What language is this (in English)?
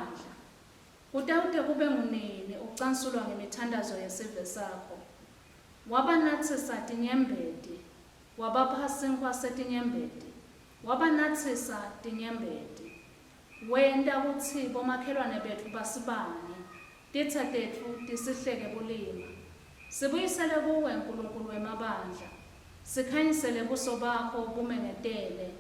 Swati